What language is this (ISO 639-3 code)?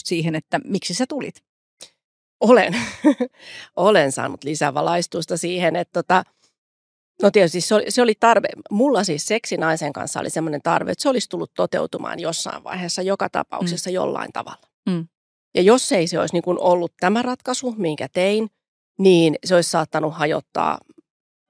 fin